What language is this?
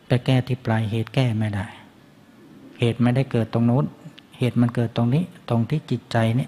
Thai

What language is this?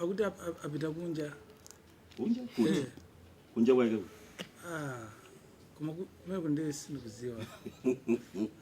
Nyanja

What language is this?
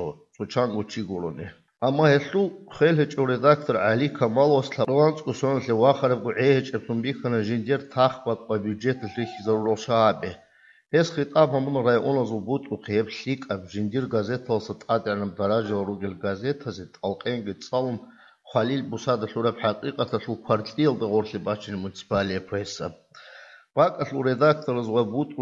Avaric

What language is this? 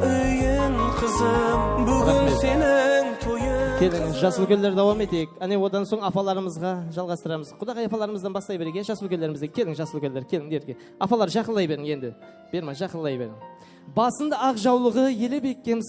Kara-Kalpak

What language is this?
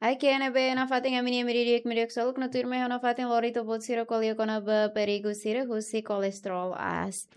Tetum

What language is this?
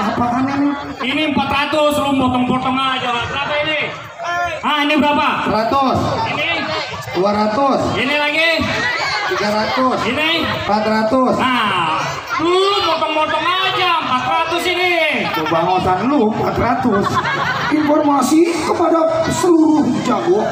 Betawi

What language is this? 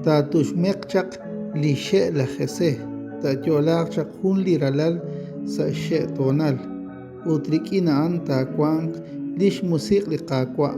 Kekchí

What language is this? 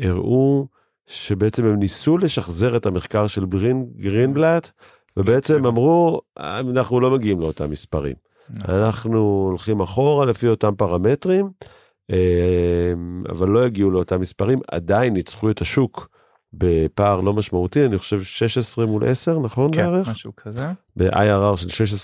Hebrew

